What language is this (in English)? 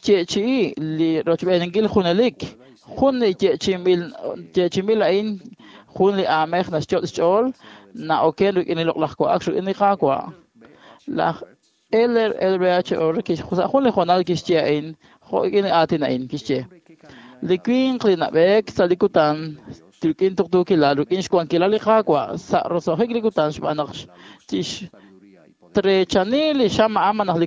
Kekchí